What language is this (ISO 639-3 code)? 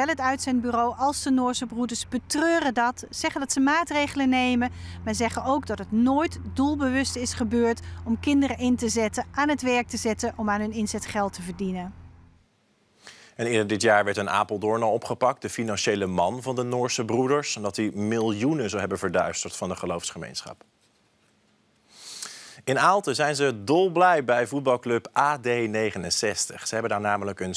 nld